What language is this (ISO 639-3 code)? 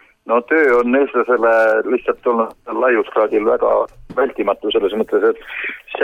est